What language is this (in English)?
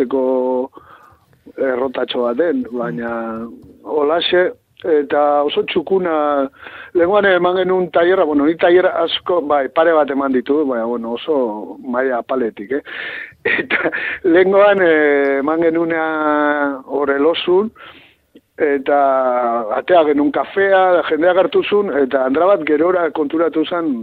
Basque